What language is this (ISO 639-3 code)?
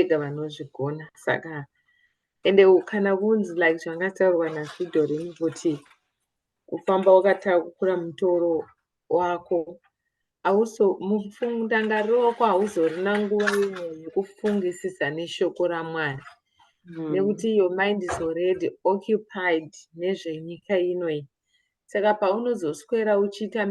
sna